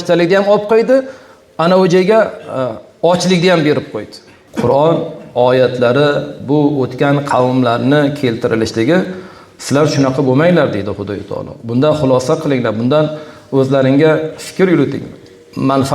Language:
Uzbek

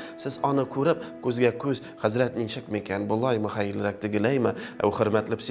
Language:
Tatar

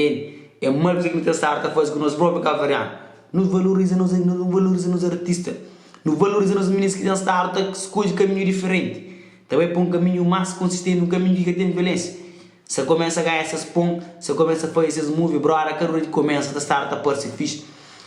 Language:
Kabuverdianu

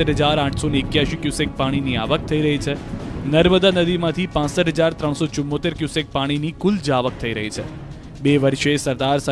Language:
Gujarati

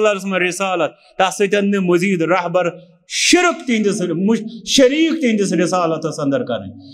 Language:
Kashmiri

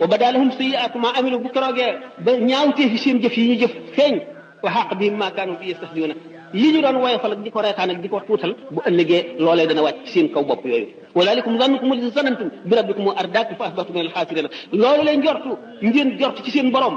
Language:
Wolof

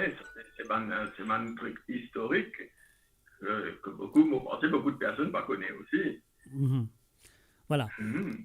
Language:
Morisyen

